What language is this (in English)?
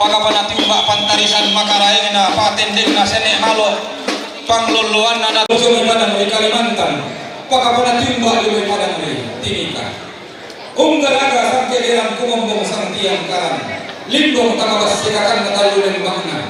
Toraja-Sa'dan